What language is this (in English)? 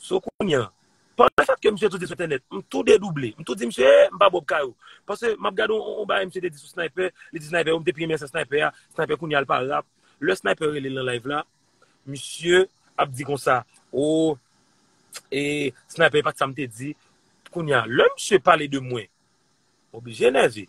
Haitian Creole